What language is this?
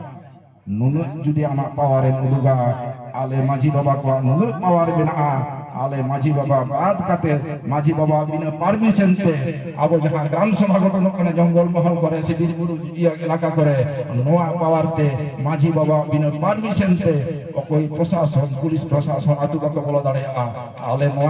Santali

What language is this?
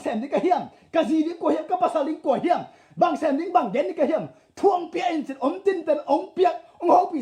Tedim Chin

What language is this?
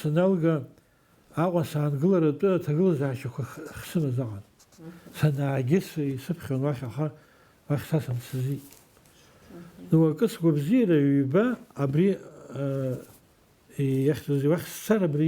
Abkhazian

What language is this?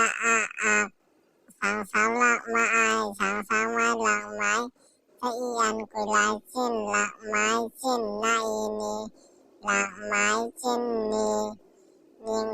Tedim Chin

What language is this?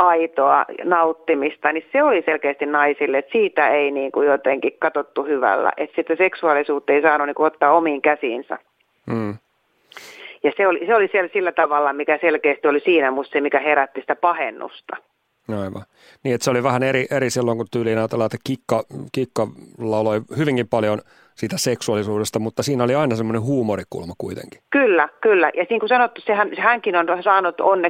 Finnish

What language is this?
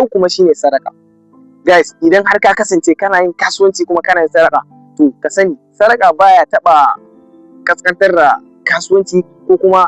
Hausa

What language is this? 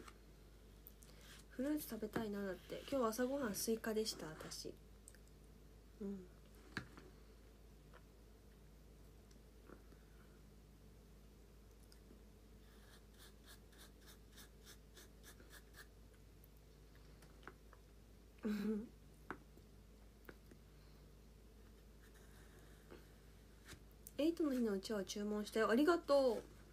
Japanese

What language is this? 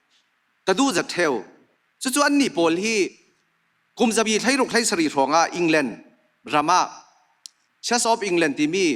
Falam Chin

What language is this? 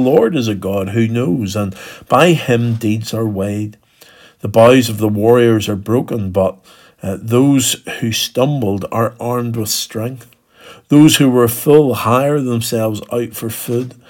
English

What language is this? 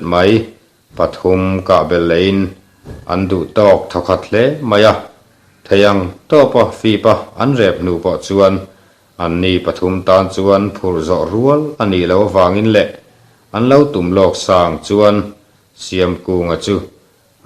Mizo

